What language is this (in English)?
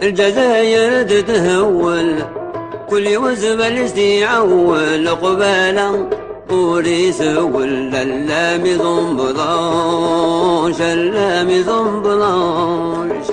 Kabyle